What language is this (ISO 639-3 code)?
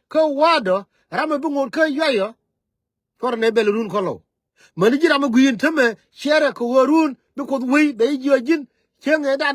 nus